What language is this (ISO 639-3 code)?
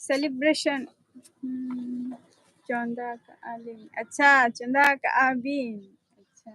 sat